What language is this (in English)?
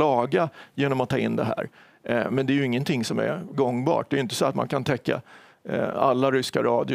Swedish